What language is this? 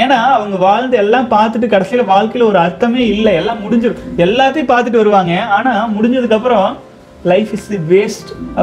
Tamil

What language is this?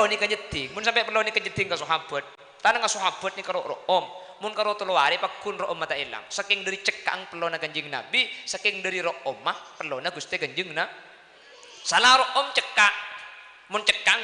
Madurese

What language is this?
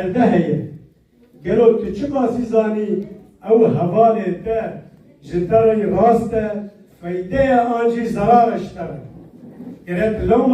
Kurdish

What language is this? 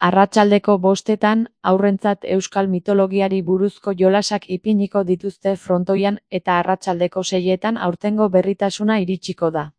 Basque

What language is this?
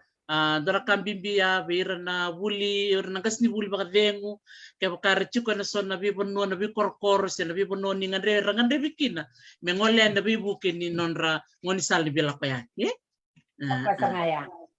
Fijian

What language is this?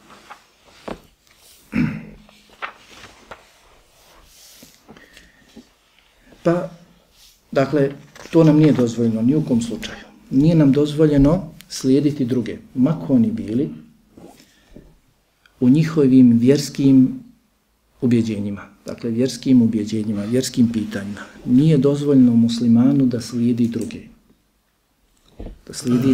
Bosnian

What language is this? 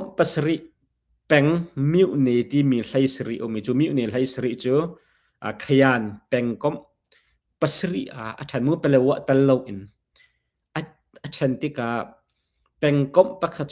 Hakha Chin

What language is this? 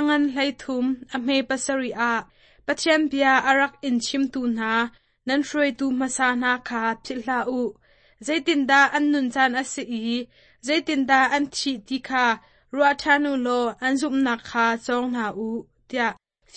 Hakha Chin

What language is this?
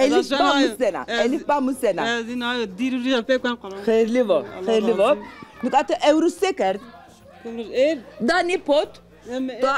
Zaza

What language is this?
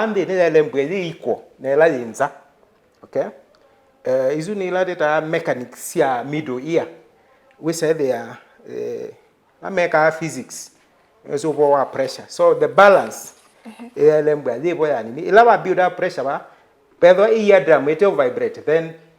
Kamba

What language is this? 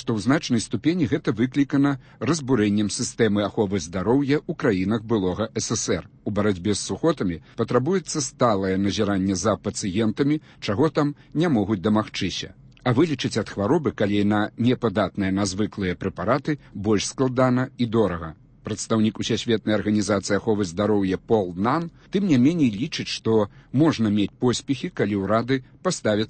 Belarusian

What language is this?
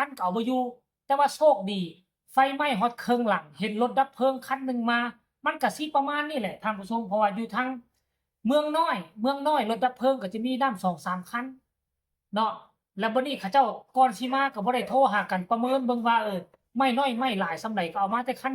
Northeastern Thai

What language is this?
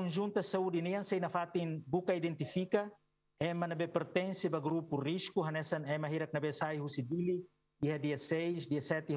Tetum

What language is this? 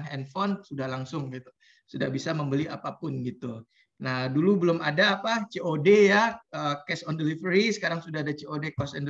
Indonesian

